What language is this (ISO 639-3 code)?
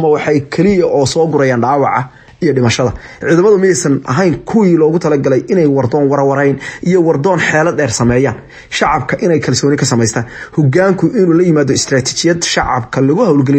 som